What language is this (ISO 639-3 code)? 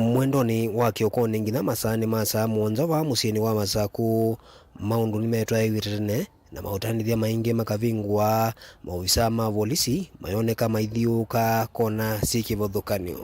kam